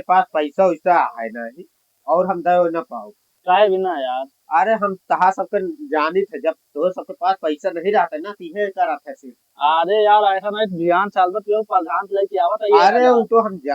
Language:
Awadhi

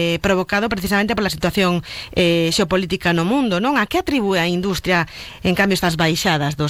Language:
Galician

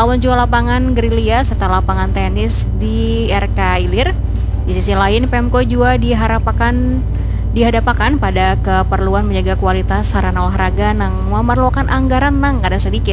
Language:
Banjar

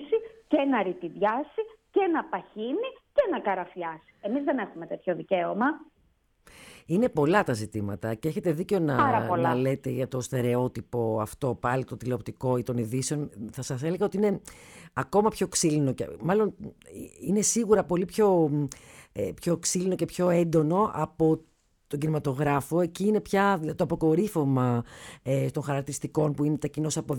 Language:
Greek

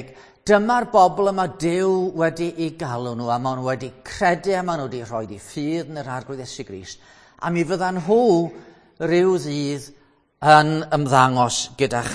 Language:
Welsh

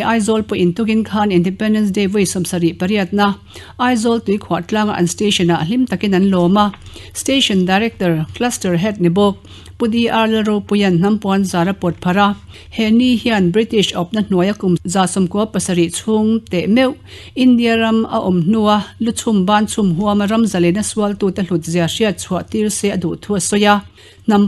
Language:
Mizo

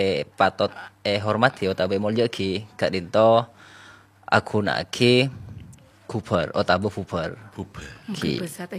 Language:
Madurese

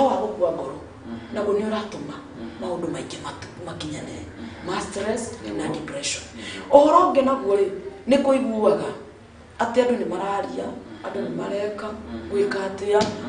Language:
Kikuyu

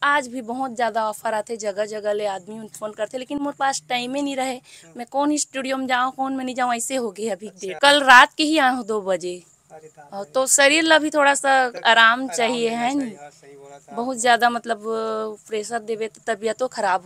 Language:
Chhattisgarhi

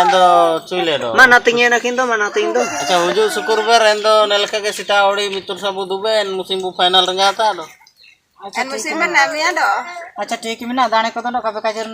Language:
Ho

